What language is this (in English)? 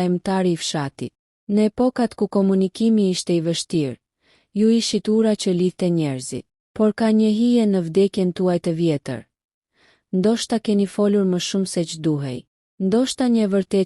Albanian